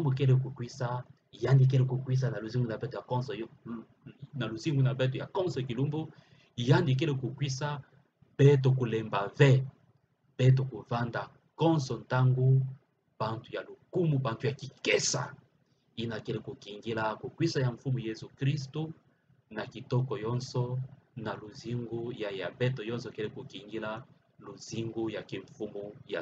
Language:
Kituba (Democratic Republic of Congo)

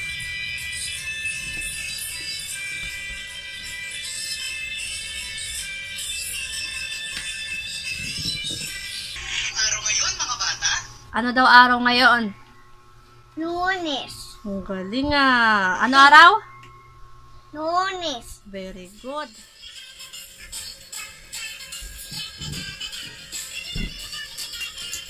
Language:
Filipino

